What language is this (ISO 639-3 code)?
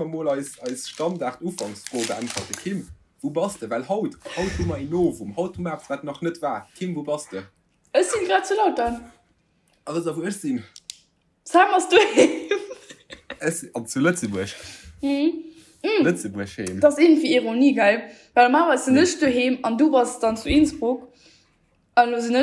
ltz